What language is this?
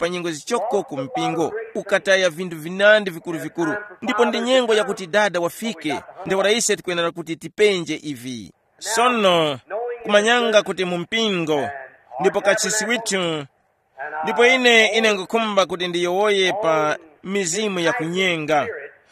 Tumbuka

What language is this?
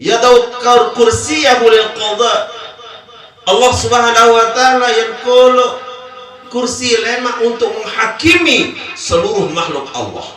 Sasak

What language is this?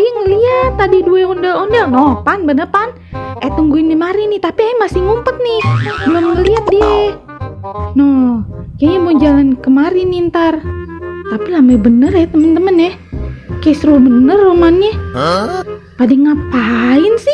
Betawi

